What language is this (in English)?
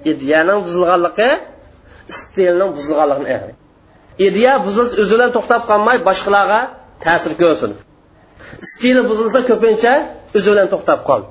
Uyghur